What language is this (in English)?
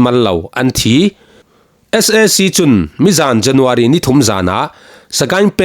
Falam Chin